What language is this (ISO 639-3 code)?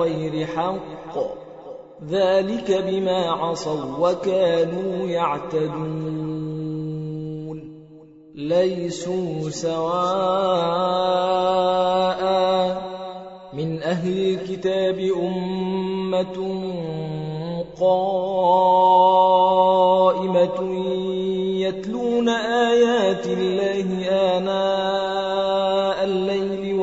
ara